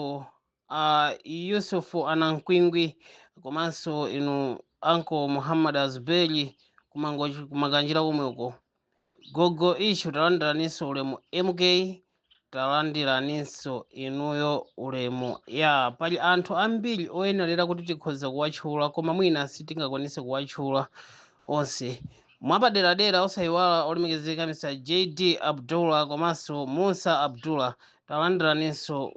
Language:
Nyanja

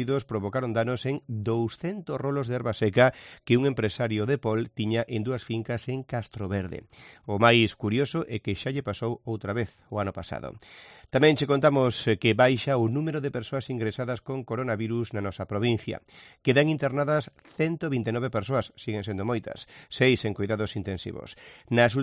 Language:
Galician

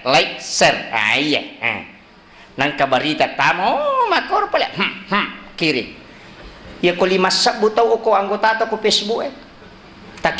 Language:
Buginese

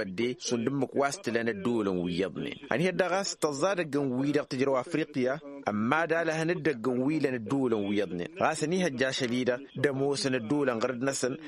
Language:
Tamasheq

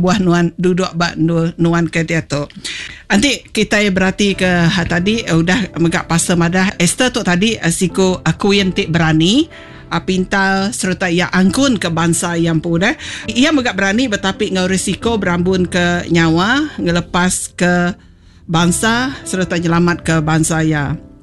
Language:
Iban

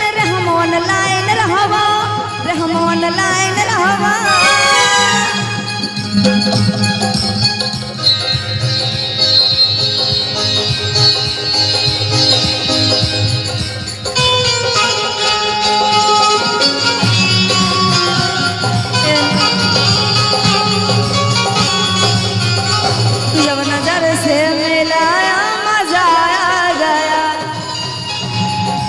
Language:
Bhojpuri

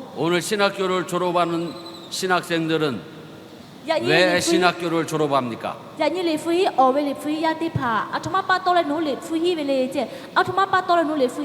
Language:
Lahu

